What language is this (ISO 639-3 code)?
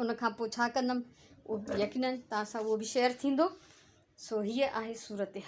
snd